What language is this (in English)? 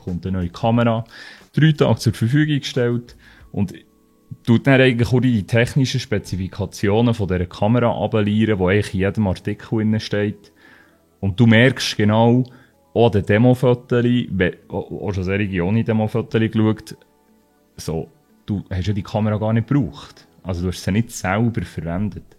Swiss German